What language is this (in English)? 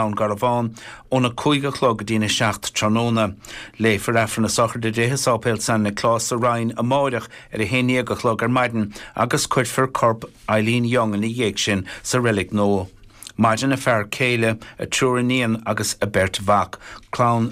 Irish